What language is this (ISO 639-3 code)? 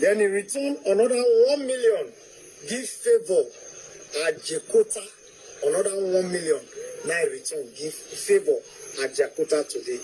pcm